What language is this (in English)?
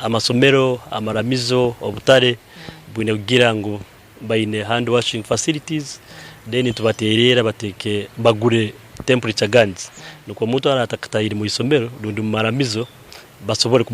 Nyankole